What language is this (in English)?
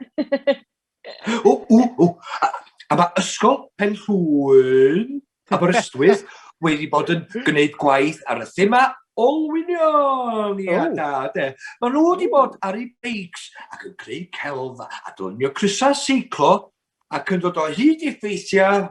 Welsh